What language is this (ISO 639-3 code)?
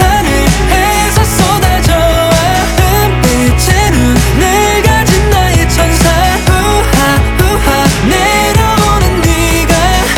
kor